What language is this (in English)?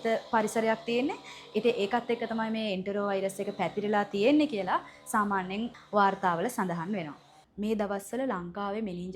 Sinhala